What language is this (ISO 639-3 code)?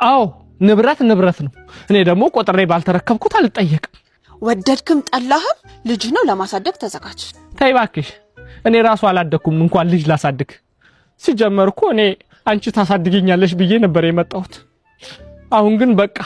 amh